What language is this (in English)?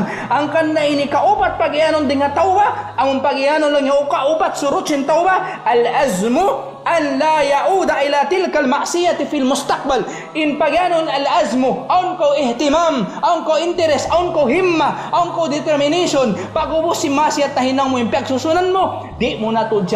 Tausug